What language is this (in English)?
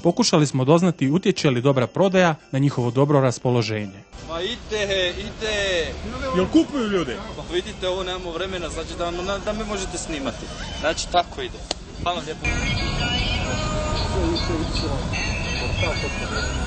Croatian